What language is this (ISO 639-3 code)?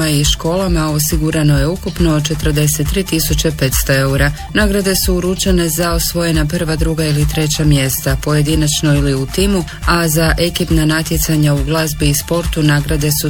hrv